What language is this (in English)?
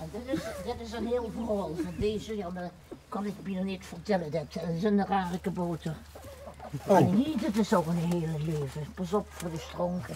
Limburgish